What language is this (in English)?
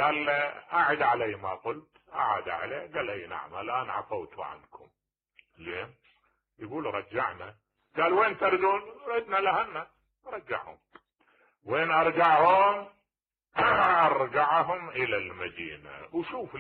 Mesopotamian Arabic